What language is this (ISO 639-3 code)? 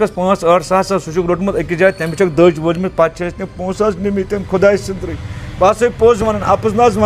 kas